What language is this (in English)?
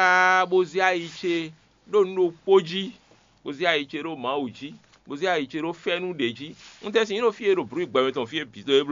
Fon